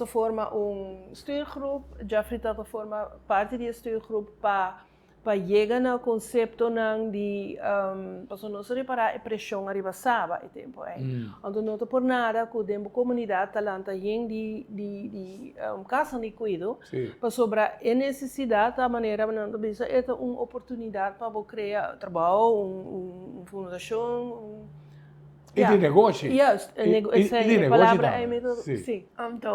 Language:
Papiamento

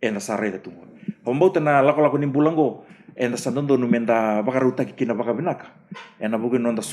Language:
Fijian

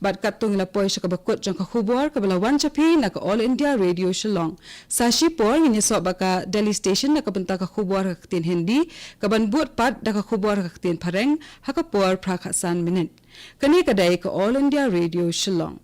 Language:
Khasi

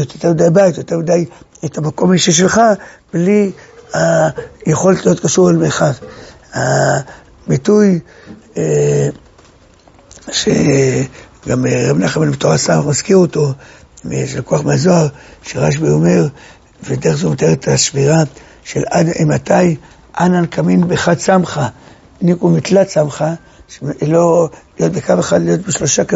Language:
Hebrew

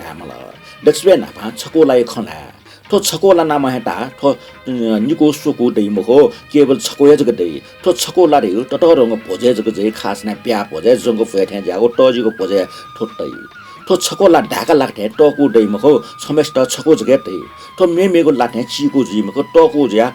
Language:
Newari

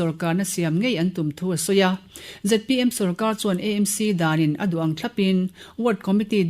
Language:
Mizo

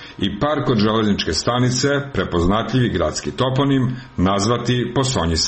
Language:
Serbian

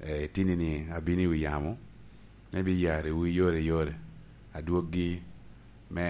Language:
Lango (Uganda)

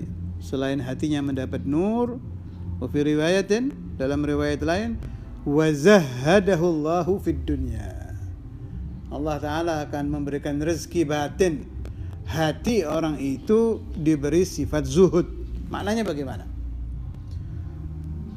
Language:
Indonesian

